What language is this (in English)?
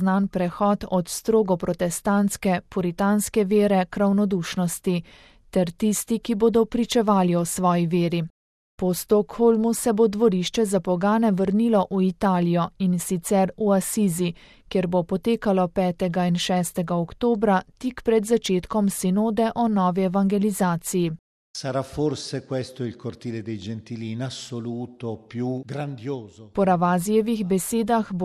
Slovenian